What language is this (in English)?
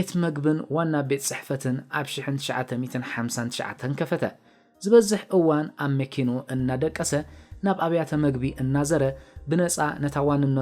Tigrinya